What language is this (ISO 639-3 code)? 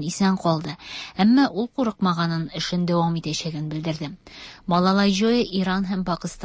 tat